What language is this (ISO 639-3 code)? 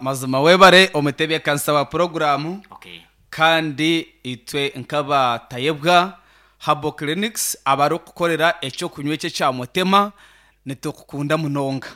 nyn